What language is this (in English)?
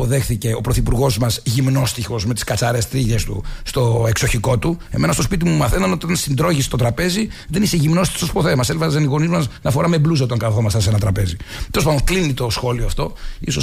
Greek